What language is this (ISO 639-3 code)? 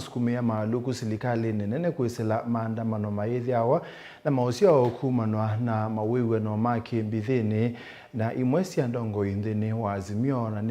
kam